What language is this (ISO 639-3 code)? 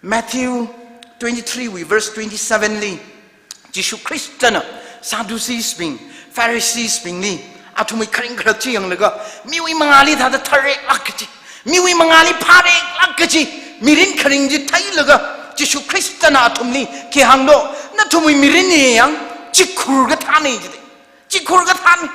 nmf